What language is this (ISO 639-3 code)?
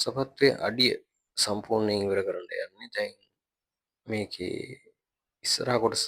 sin